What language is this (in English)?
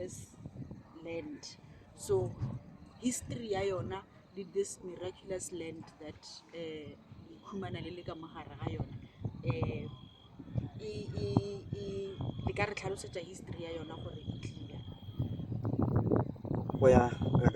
Northern Sotho